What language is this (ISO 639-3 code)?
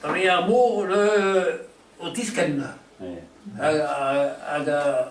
bre